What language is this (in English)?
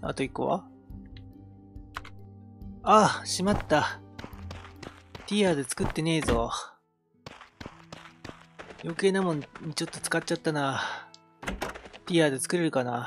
Japanese